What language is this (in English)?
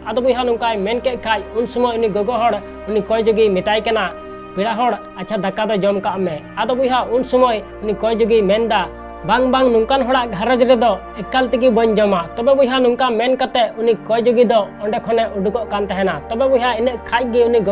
Santali